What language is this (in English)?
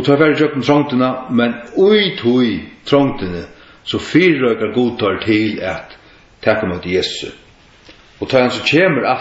Faroese